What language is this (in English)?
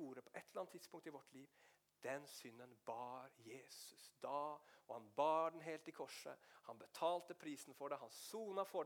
Norwegian